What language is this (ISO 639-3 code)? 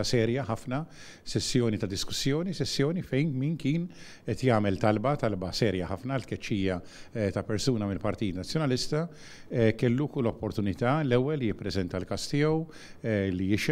mlt